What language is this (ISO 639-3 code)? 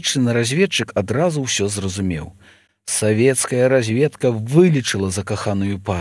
bel